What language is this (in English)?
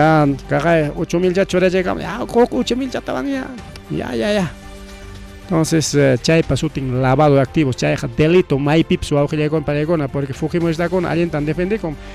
Ayacucho Quechua